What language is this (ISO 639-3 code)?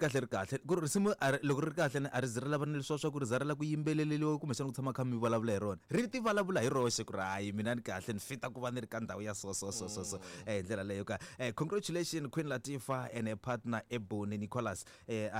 tso